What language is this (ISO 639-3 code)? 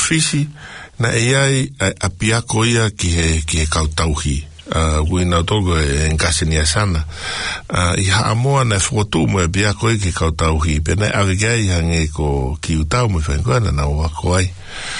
ton